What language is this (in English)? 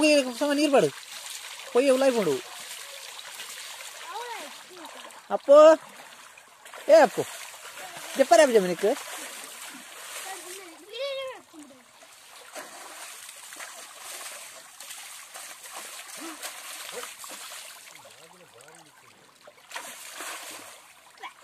Tulu